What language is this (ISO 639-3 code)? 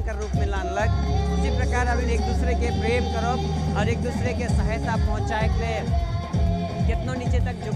sck